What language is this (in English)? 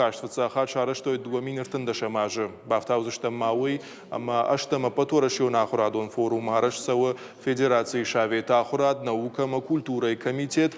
Ossetic